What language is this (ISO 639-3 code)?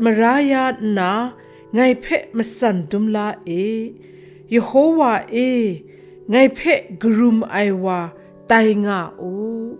kac